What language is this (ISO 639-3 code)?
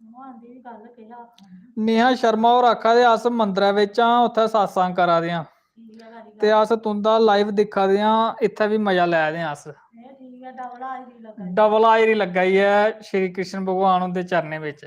doi